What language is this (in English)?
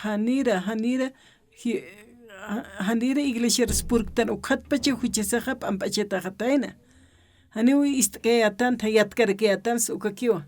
Aymara